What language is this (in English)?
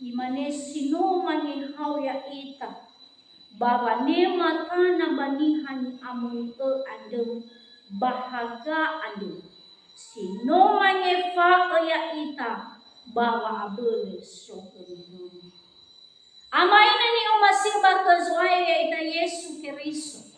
Nias